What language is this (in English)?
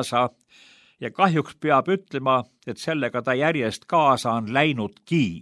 Estonian